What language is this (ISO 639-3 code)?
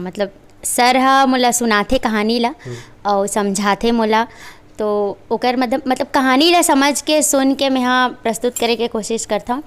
hne